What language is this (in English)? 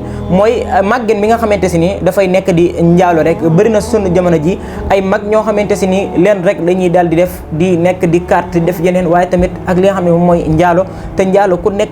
Wolof